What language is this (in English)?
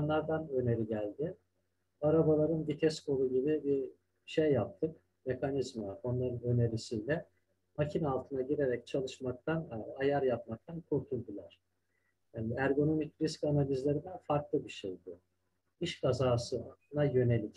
Turkish